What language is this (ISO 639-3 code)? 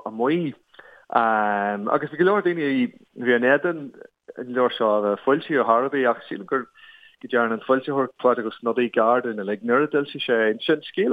gle